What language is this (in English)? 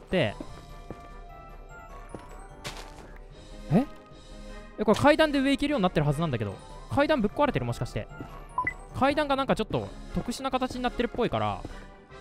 Japanese